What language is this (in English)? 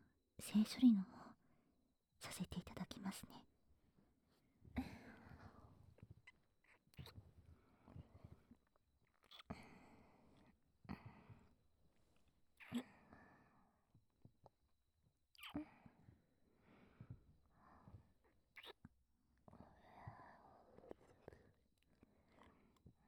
Japanese